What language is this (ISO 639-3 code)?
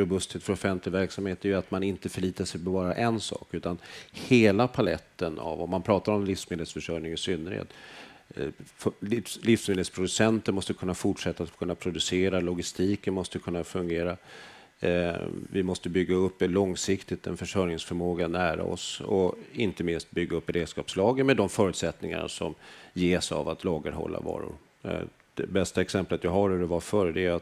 swe